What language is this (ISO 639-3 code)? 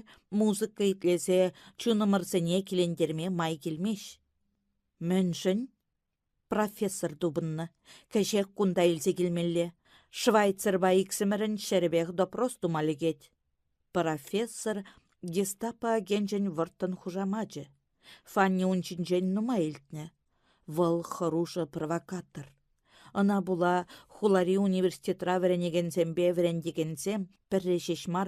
chv